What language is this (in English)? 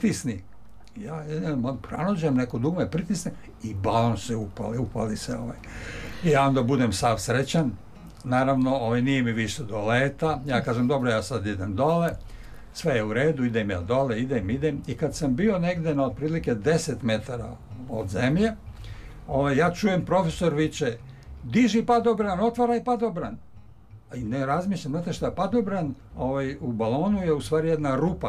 Serbian